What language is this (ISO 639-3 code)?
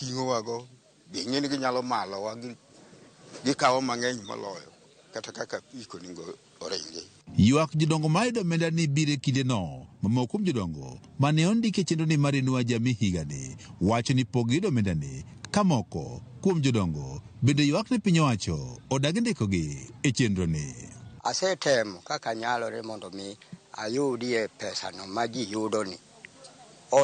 luo